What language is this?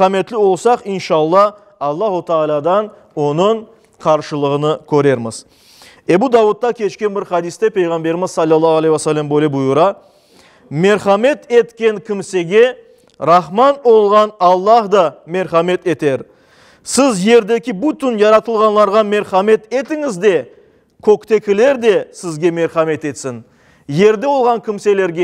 Crimean Tatar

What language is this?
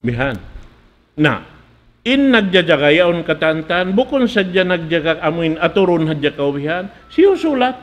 Tausug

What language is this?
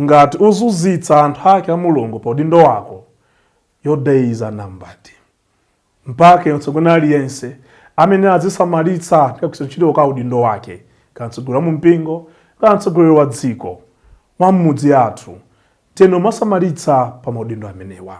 Nyanja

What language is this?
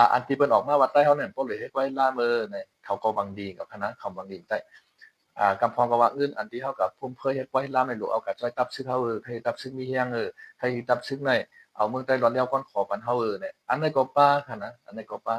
Shan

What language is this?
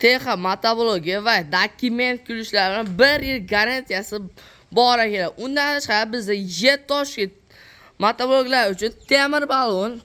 Uzbek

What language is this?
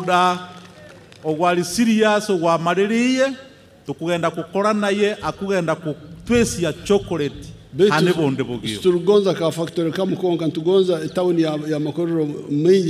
Nyankole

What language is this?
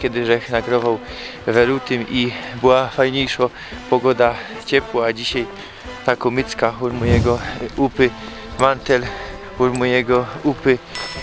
Silesian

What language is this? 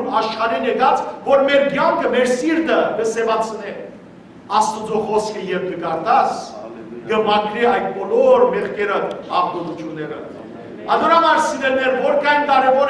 Western Armenian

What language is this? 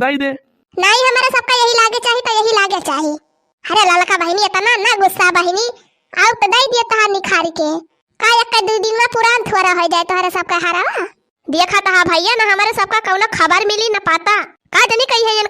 Awadhi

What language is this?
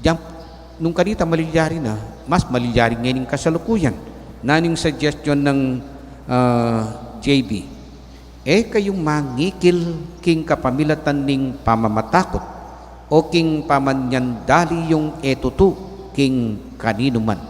Pampanga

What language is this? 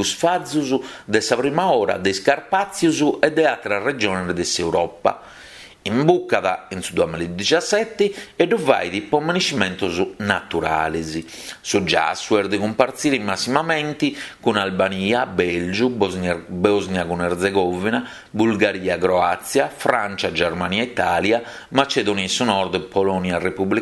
Sardinian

